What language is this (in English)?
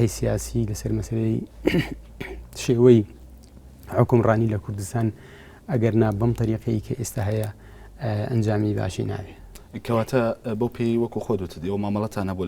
Central Kurdish